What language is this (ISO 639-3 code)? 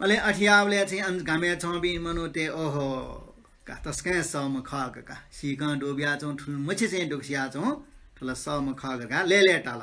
new